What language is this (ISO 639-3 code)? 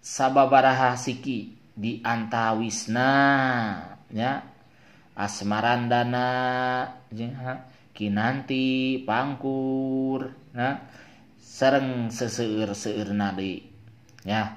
sun